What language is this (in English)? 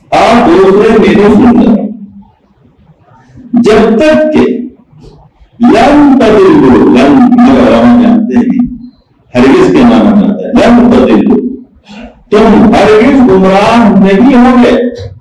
Urdu